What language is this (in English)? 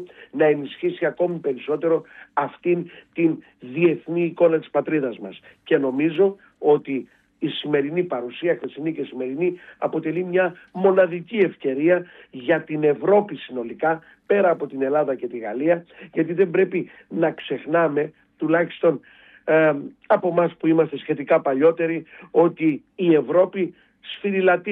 Greek